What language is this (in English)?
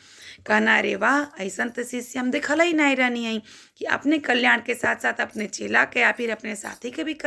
Bhojpuri